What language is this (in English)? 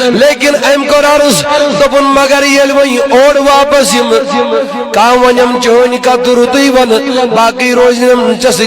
Kashmiri